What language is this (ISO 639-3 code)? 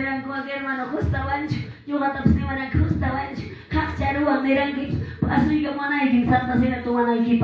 que